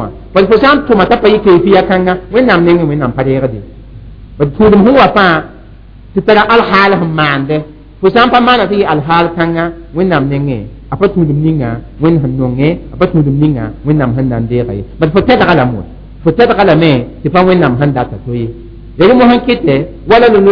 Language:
Mossi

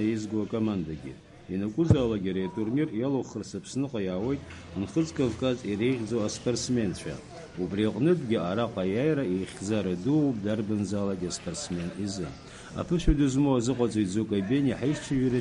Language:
Abkhazian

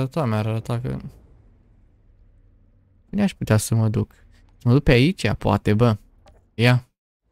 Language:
Romanian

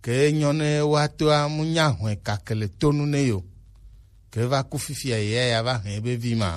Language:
Gen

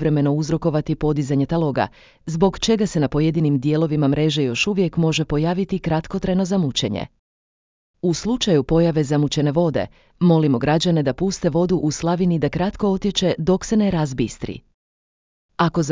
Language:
Croatian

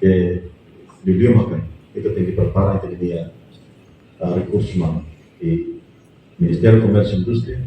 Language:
Tetum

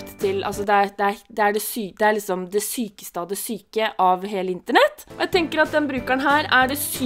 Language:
Norwegian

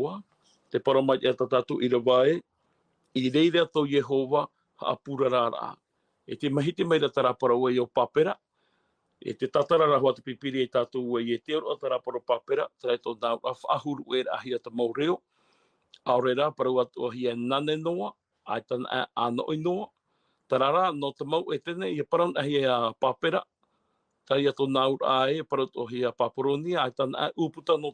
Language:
Tahitian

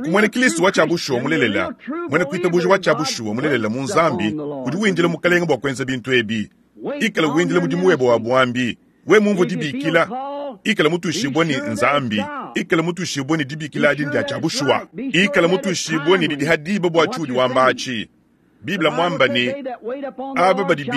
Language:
Luba-Lulua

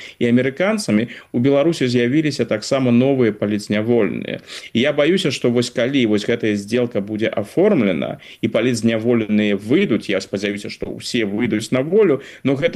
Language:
Belarusian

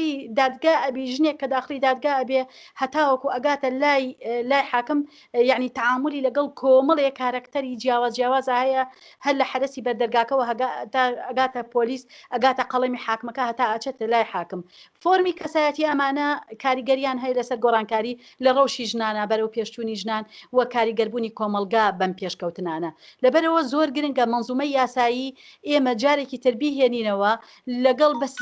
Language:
Central Kurdish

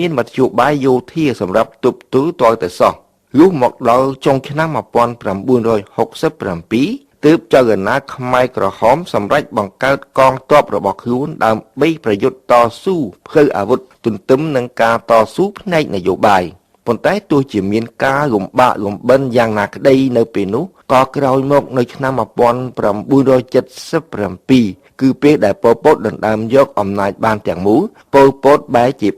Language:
Khmer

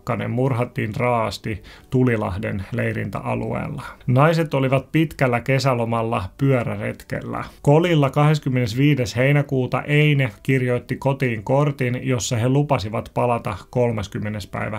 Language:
Finnish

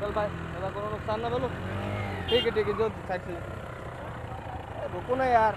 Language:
Maithili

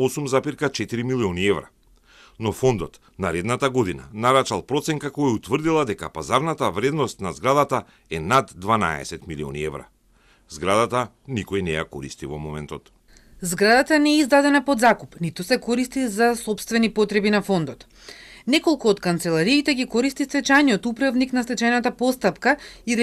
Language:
Macedonian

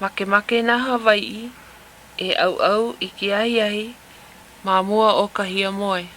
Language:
Hawaiian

